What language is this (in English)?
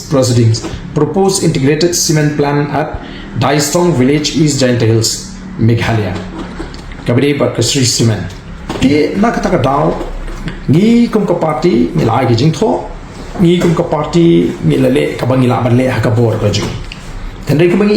Khasi